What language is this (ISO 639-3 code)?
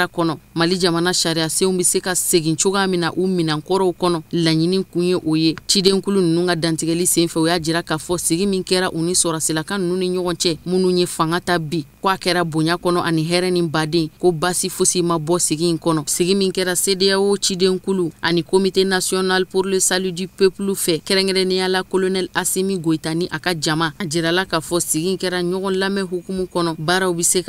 bam